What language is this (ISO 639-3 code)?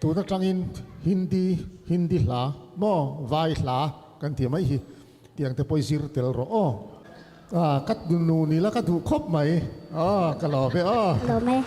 lus